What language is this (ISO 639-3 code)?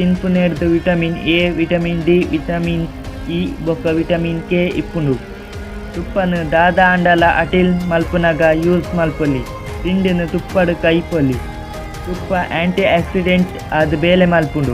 tcy